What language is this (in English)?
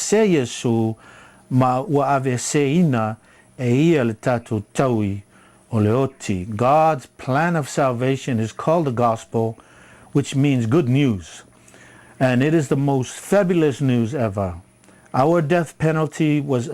Samoan